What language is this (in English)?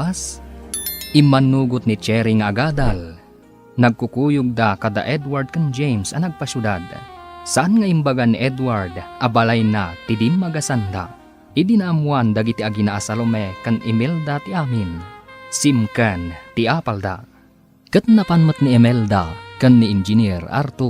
Iloko